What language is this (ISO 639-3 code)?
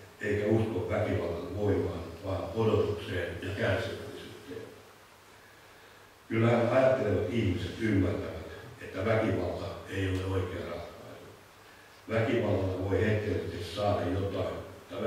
fin